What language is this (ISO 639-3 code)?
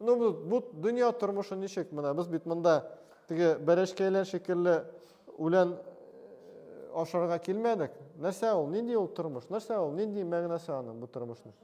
tat